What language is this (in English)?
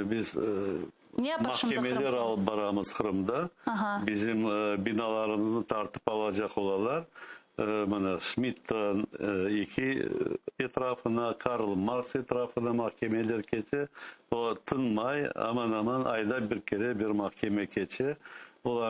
Crimean Tatar